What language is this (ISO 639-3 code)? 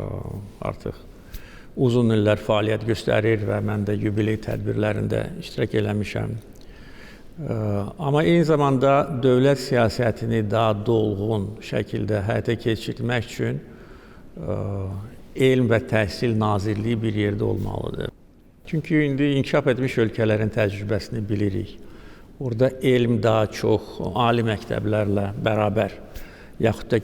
aze